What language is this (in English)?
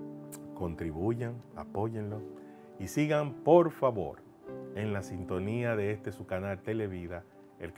Spanish